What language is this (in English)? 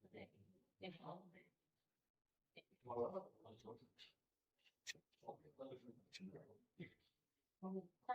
Lao